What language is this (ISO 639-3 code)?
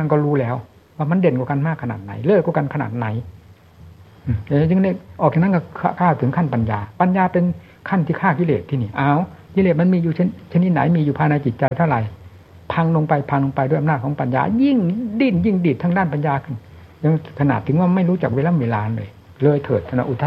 tha